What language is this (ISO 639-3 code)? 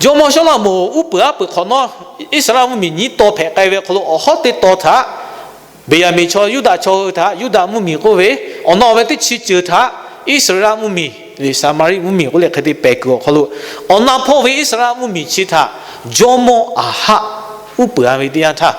lhu